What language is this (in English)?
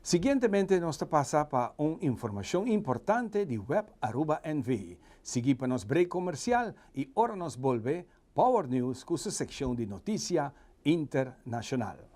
Papiamento